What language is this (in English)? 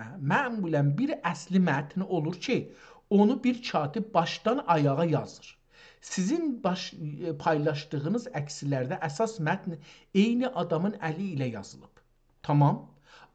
South Azerbaijani